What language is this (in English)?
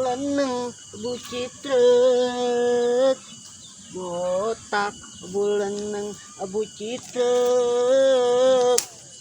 Sundanese